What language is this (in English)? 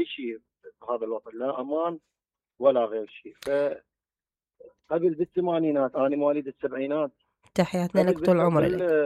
Mesopotamian Arabic